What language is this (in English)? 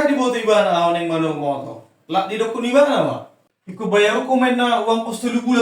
Batak Toba